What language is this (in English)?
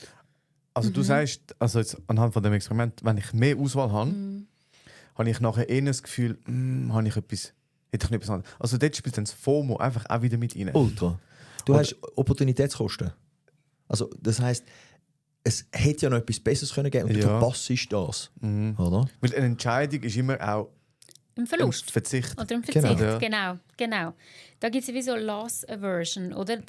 Swiss German